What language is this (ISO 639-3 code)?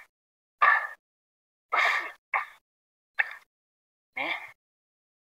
ind